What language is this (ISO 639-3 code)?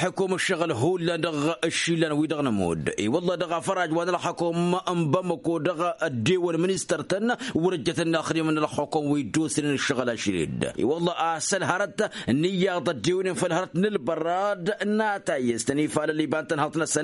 taq